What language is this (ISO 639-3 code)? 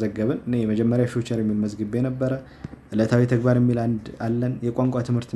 amh